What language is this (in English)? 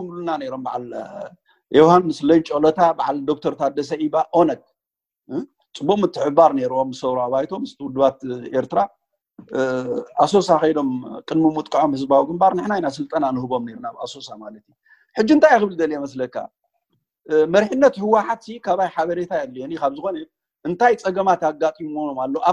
Tigrinya